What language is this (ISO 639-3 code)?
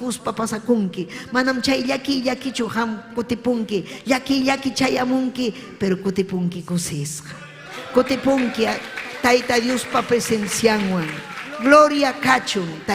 quy